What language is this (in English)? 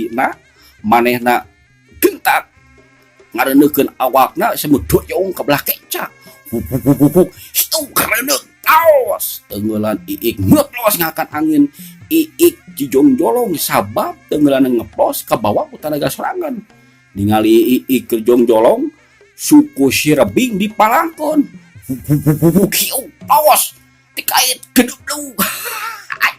Sundanese